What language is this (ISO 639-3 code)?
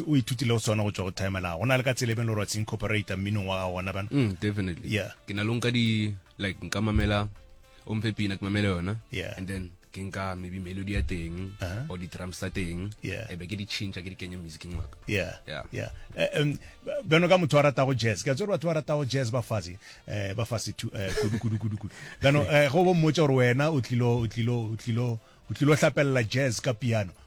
nso